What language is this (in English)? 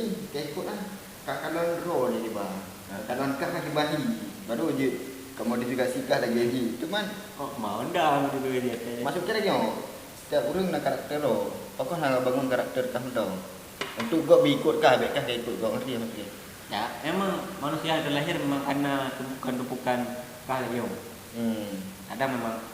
Achinese